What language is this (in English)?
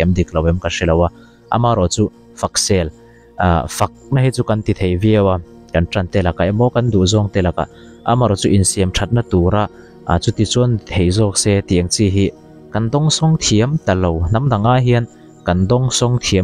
Mizo